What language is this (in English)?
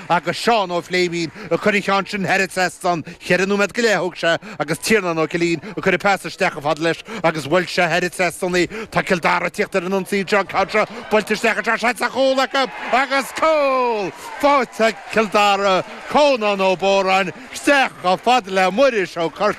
Irish